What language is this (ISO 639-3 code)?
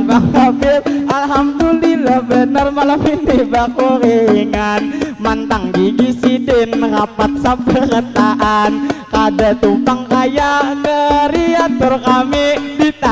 bjn